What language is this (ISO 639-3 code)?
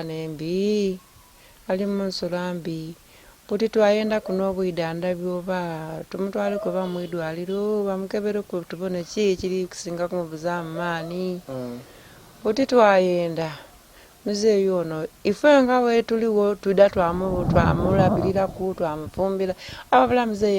lug